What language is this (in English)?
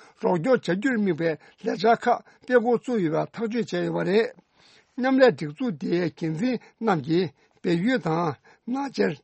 Tibetan